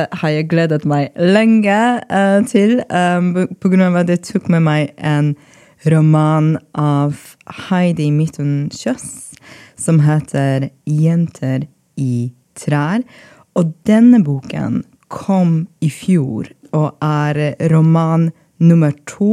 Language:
Norwegian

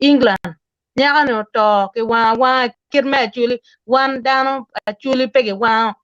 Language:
Acoli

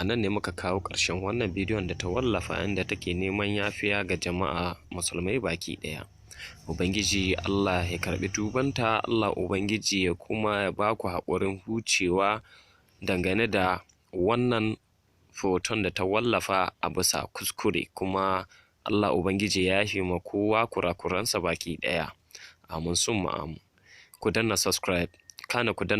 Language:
Hausa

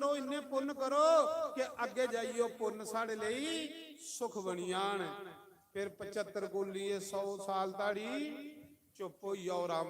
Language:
Dogri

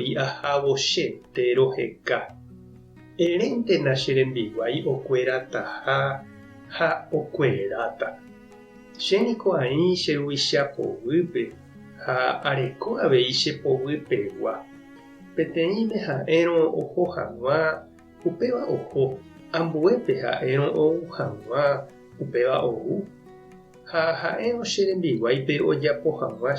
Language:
Guarani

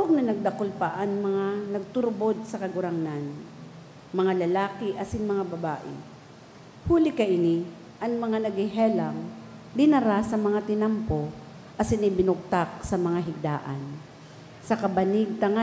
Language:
Bikol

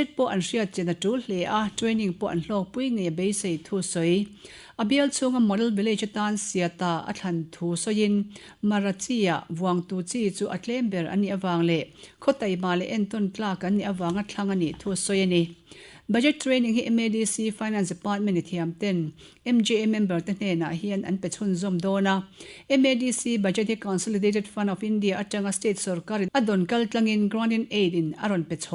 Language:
Mizo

